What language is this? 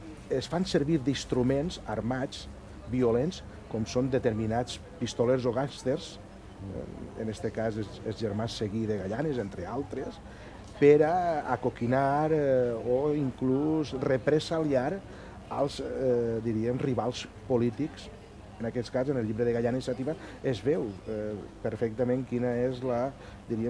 Catalan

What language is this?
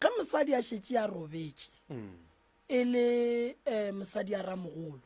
Northern Sotho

